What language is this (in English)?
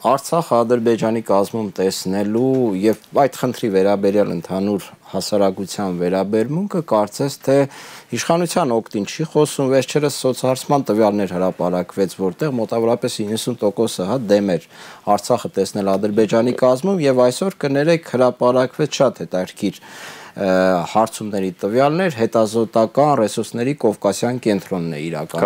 Armenian